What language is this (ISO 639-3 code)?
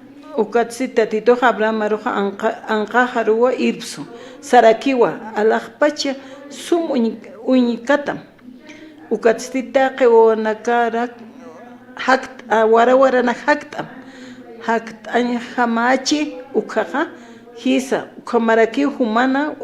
aym